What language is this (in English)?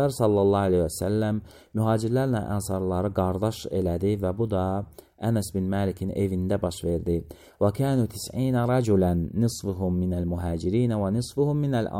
Azerbaijani